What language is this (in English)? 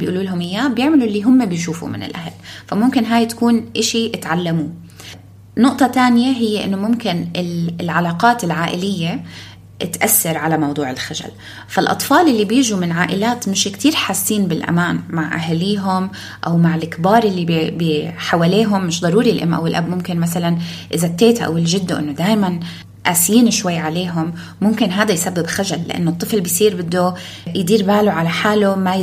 North Levantine Arabic